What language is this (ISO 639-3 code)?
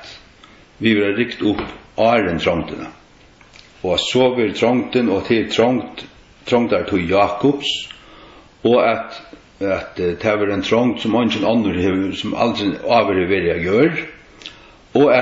fao